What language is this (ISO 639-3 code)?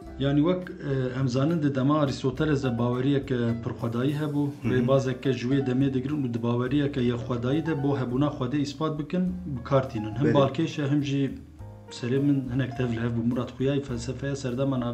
kur